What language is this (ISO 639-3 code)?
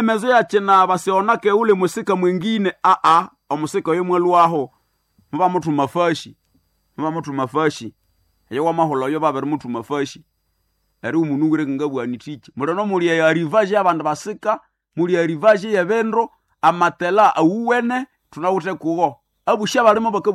nnb